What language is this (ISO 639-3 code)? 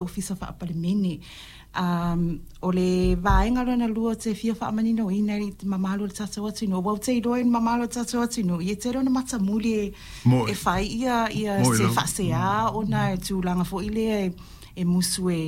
smo